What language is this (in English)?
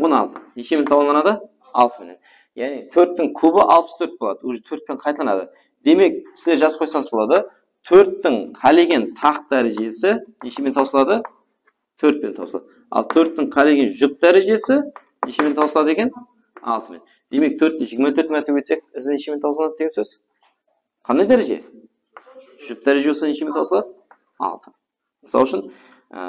Kara-Kalpak